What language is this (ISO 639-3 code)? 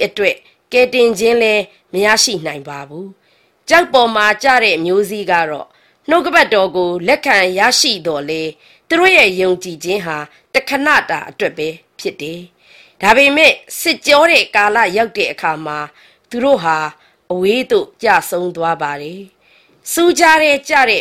mya